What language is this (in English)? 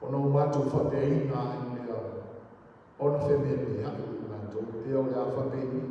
Samoan